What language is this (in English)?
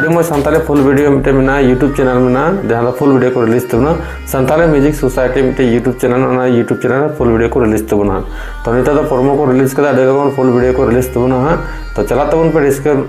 Santali